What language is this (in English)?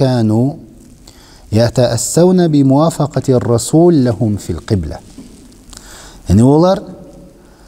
Kazakh